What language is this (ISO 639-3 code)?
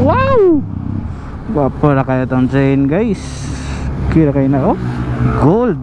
ceb